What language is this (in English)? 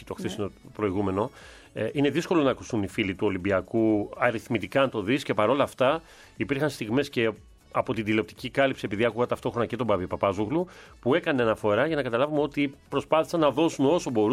Greek